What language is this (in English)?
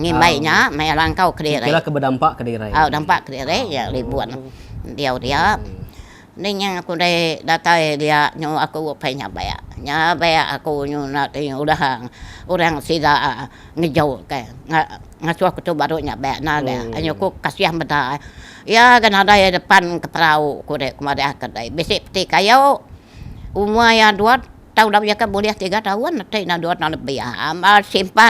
Iban